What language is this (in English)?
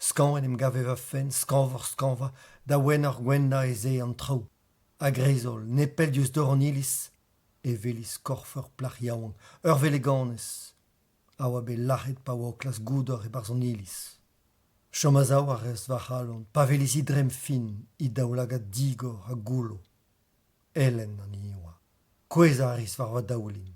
Breton